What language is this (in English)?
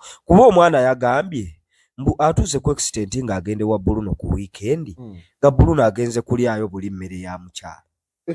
Ganda